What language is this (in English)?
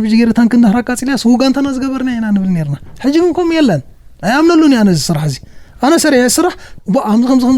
Tigrinya